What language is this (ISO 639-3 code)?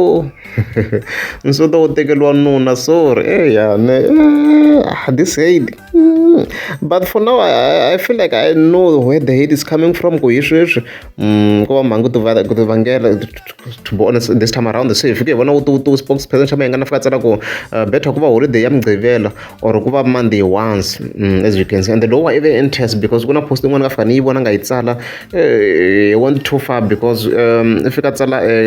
tso